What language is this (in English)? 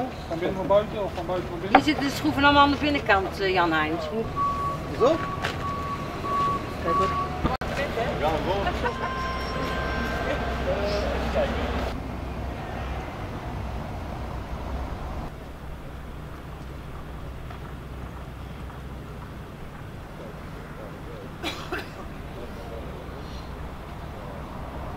Dutch